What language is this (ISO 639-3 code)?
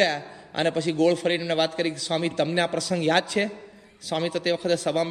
guj